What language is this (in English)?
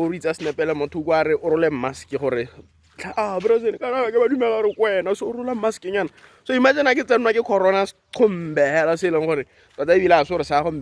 Tswana